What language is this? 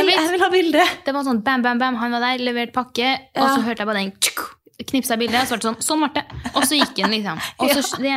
Norwegian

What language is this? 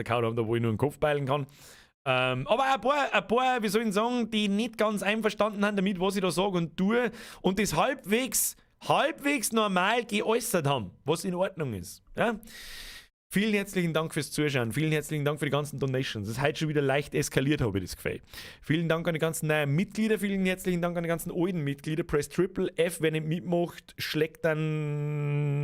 Bavarian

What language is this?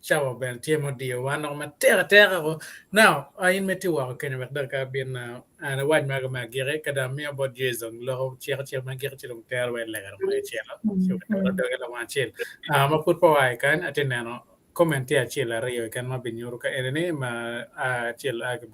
Acoli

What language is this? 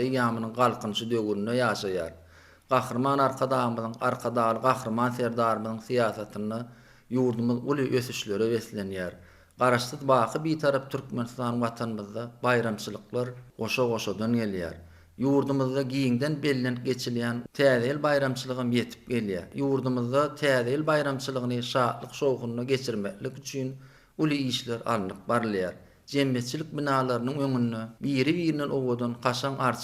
Turkmen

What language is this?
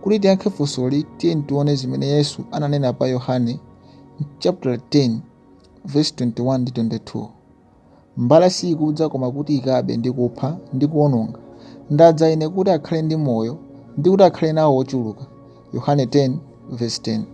Nyanja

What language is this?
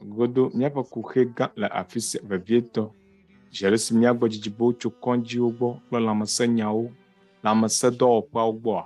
Ewe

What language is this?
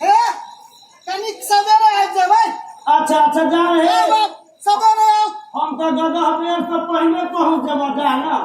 Maithili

